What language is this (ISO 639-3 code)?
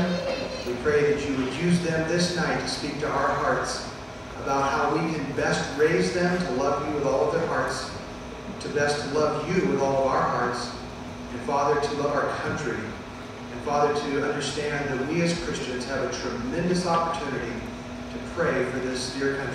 eng